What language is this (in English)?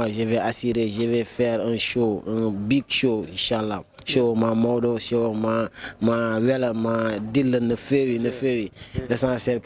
Fula